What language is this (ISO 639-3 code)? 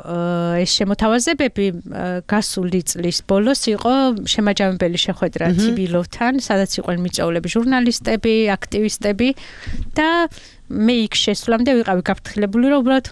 kat